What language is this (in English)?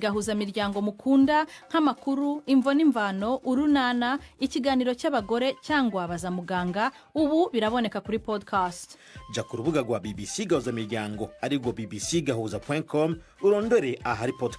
Rundi